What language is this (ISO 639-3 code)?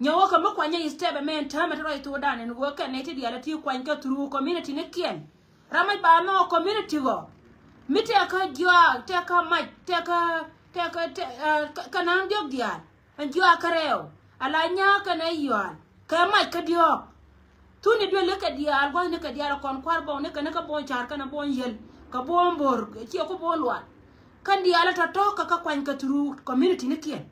nus